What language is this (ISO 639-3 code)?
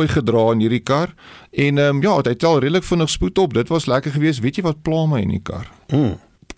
afr